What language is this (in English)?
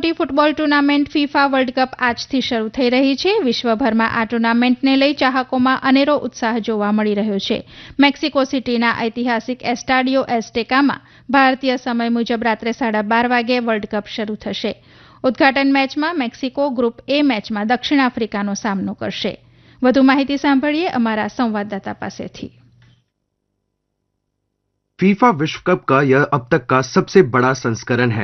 Gujarati